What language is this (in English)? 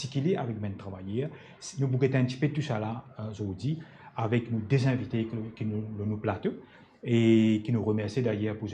Morisyen